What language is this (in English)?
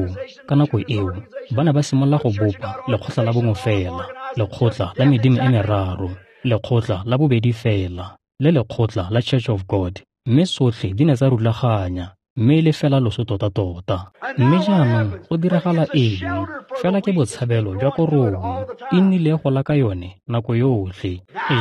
Tswana